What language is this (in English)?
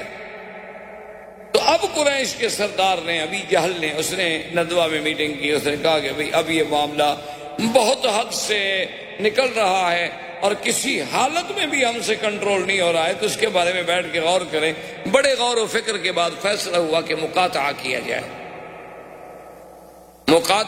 Urdu